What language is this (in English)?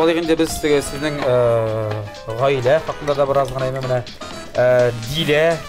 Tatar